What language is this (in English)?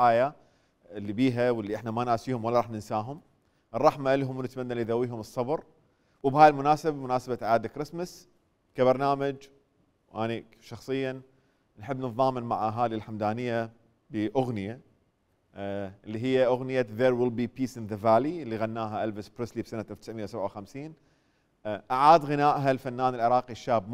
Mesopotamian Arabic